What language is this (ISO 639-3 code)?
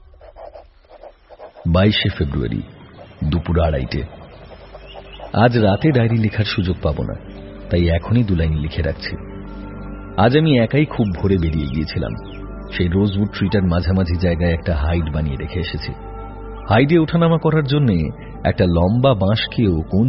ben